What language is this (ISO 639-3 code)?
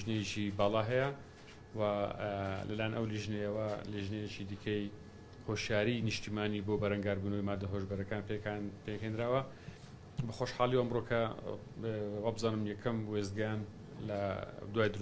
ckb